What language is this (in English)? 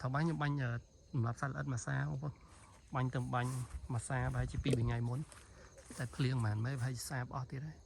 Khmer